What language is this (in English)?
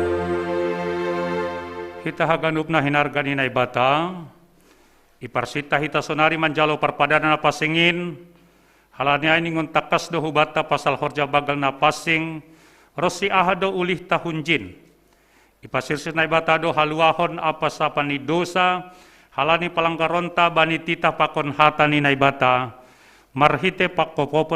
Batak Simalungun